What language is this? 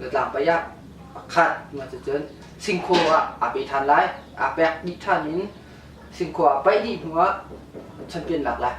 Hakha Chin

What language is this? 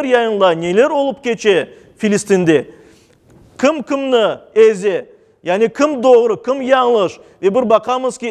Crimean Tatar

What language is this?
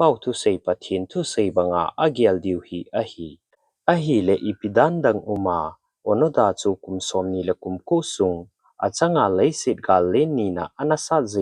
Thado Chin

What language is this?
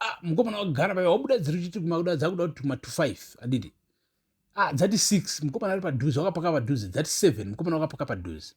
Shona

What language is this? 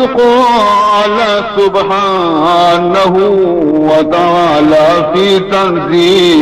Baluchi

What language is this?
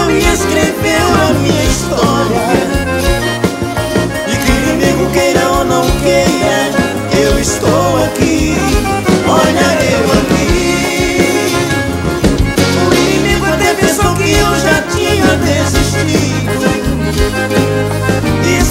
Portuguese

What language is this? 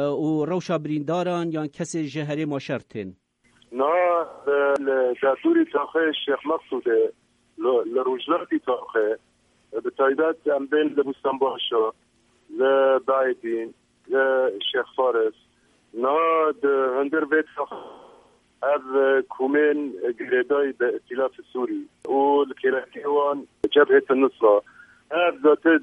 Kurdish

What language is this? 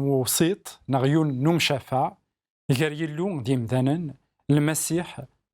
Kabyle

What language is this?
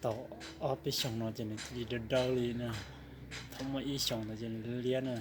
Hmong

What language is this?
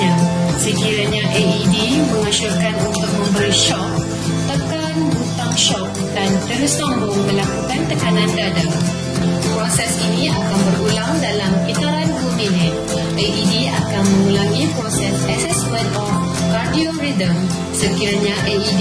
Malay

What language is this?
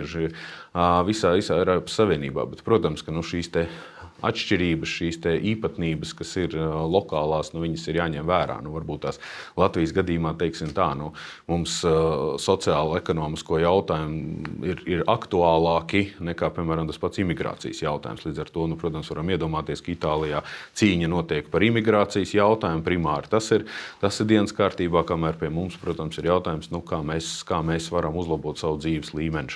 Latvian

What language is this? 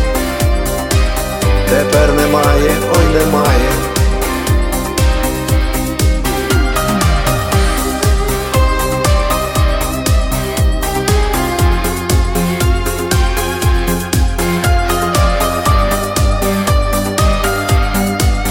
Ukrainian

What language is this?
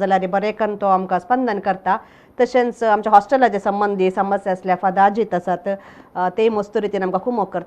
Konkani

